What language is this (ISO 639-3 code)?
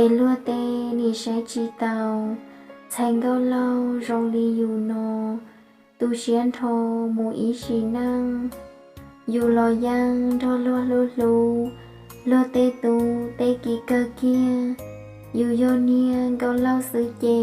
hmn